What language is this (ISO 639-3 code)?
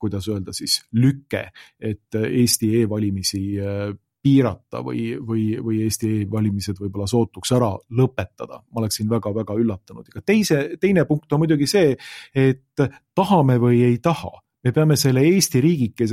est